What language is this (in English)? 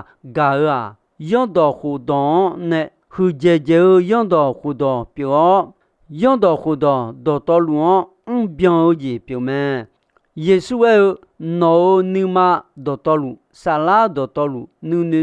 Akha